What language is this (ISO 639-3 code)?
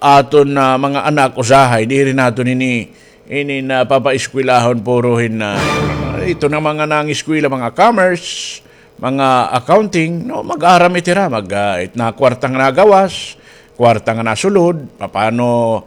war